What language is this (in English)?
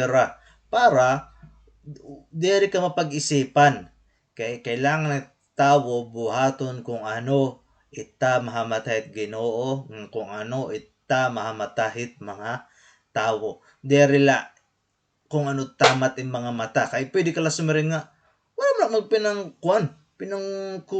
Waray